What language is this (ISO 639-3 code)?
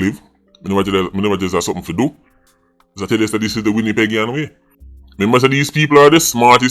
jam